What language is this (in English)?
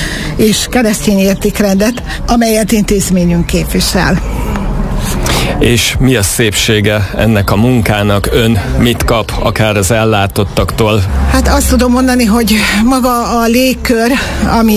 Hungarian